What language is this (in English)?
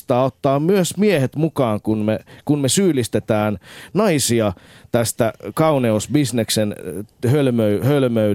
Finnish